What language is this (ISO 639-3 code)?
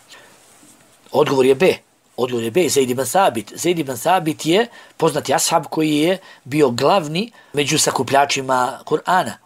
bos